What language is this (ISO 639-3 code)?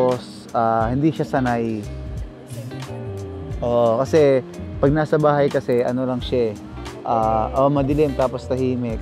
fil